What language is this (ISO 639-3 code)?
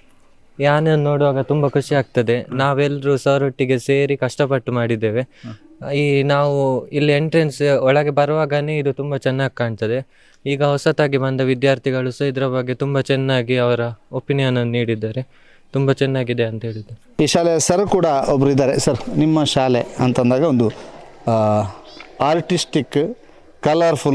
kan